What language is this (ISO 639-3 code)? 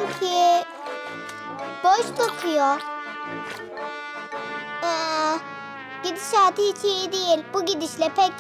tur